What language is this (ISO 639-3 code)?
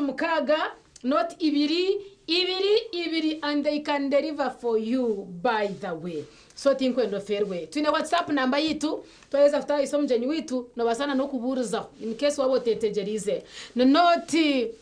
nyn